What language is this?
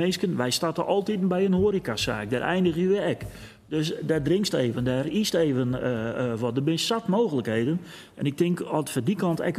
Western Frisian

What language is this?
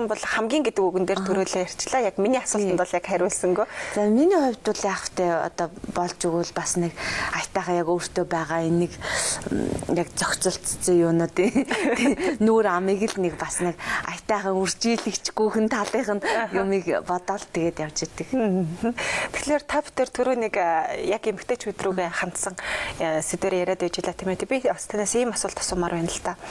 Mongolian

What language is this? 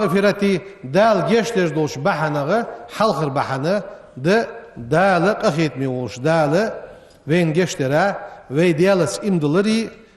Ingush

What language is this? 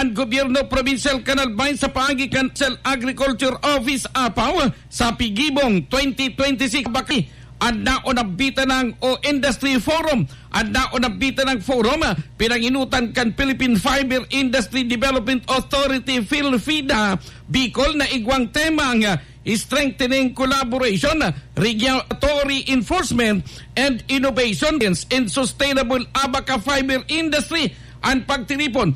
Bikol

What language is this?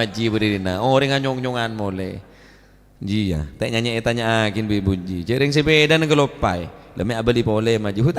Madurese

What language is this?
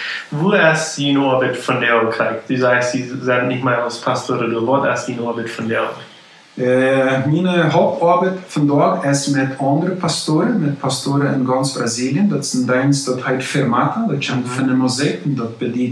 Plautdietsch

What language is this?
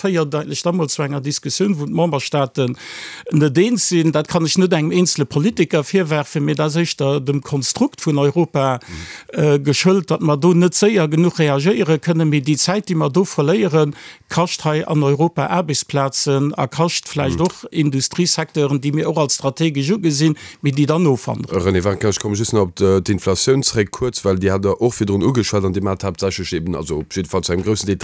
Luxembourgish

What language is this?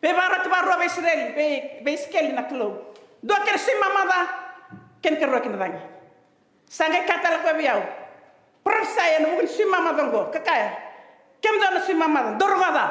Fijian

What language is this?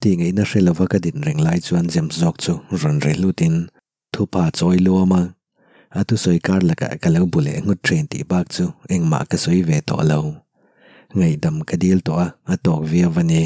Mizo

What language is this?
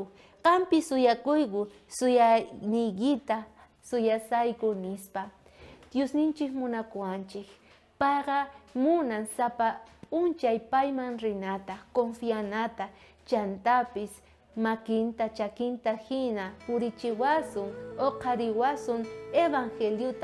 South Bolivian Quechua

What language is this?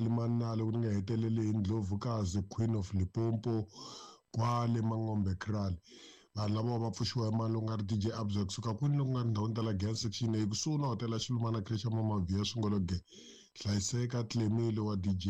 Tsonga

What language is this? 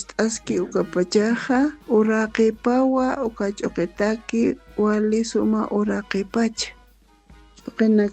Aymara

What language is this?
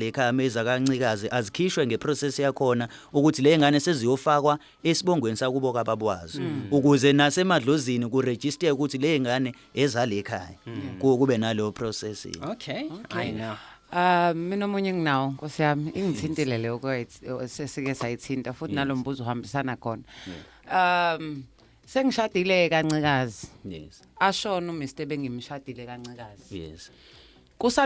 Zulu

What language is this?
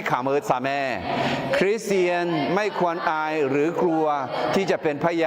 Akha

